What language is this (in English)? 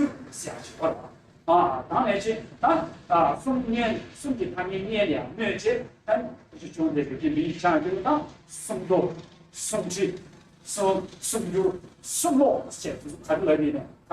Tibetan